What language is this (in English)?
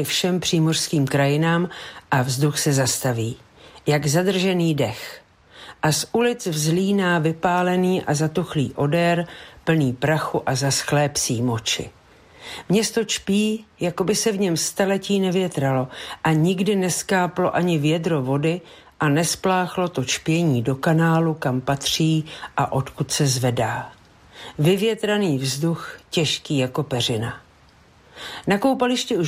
Czech